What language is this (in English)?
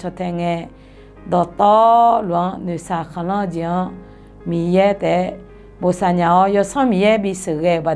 Akha